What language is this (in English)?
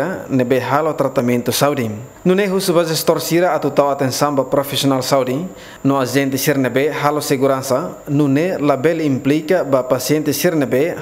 Tetum